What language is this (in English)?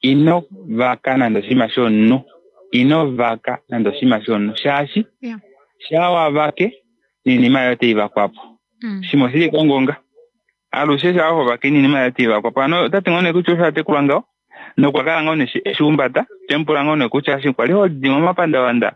Kuanyama